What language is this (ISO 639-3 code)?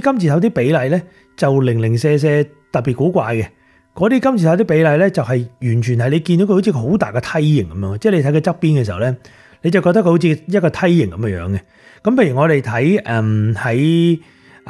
yue